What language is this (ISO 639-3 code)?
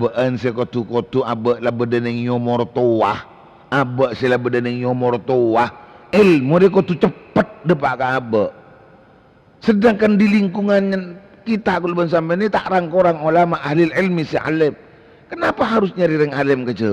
mad